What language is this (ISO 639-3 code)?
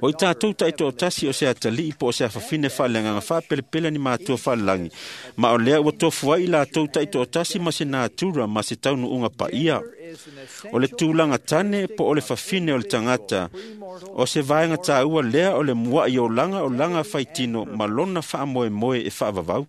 smo